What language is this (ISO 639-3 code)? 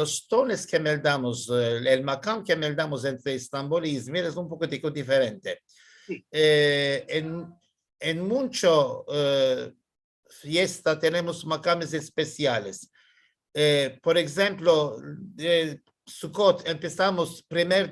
lad